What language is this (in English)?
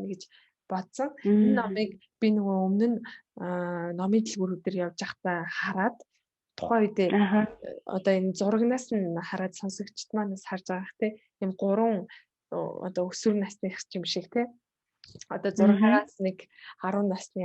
Mongolian